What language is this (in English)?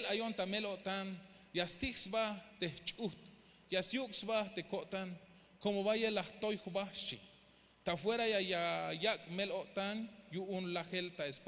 Tzeltal